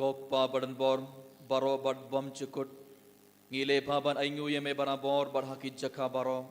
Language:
Khasi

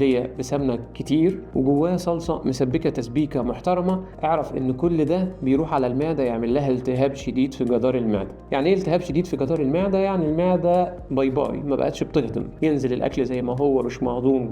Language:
Egyptian Arabic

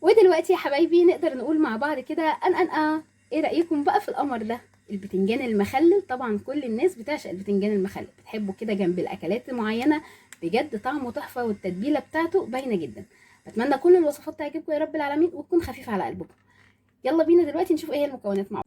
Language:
Egyptian Arabic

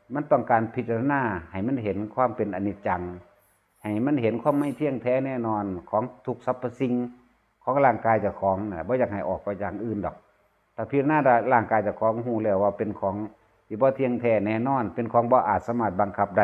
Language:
Northeastern Thai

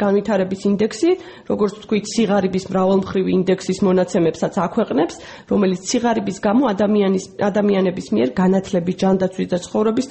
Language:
Georgian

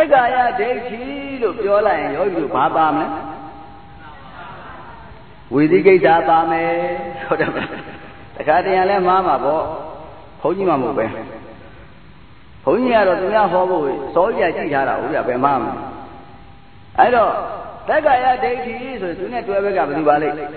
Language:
Burmese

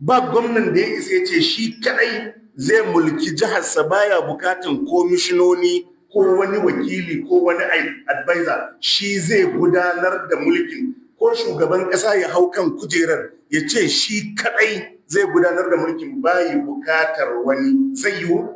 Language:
Hausa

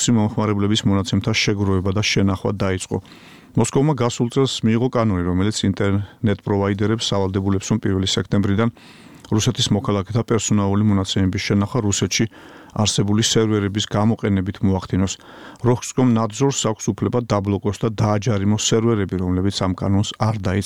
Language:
Georgian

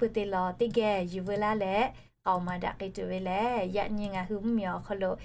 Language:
Lahu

